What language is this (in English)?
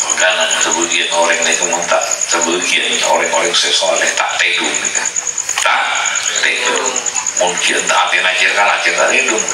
Madurese